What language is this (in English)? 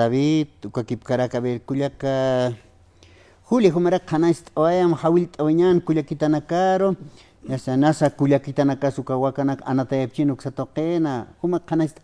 Aymara